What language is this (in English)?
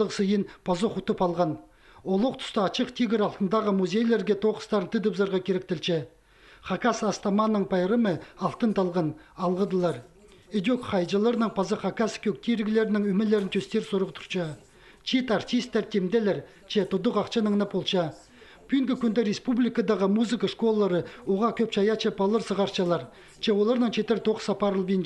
Khakas